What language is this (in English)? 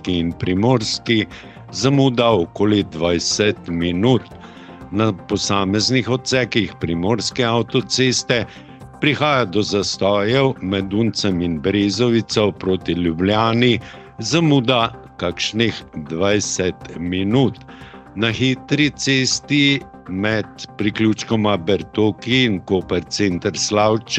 Slovenian